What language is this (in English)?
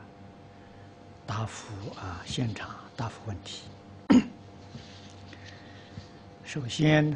Chinese